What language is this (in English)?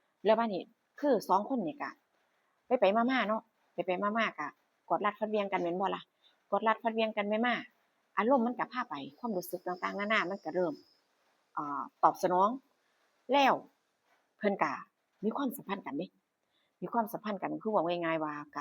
Northeastern Thai